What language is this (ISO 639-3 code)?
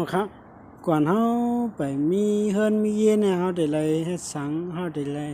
shn